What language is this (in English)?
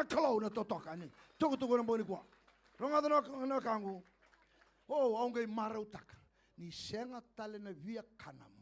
Fijian